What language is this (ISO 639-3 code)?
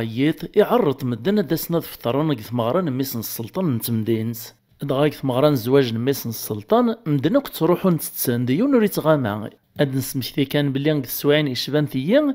kab